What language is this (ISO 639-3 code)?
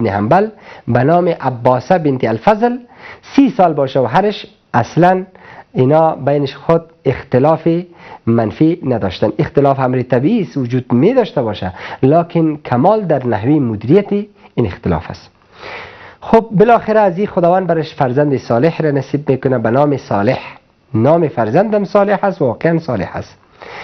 fas